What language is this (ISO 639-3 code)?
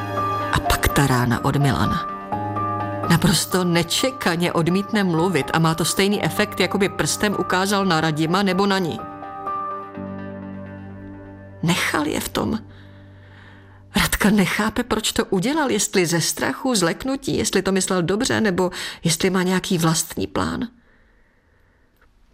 ces